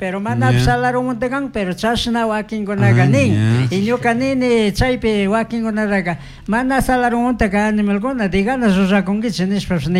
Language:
Chimborazo Highland Quichua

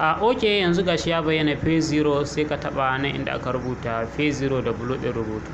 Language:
Hausa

